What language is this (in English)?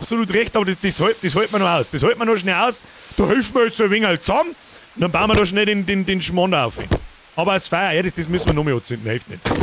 Bavarian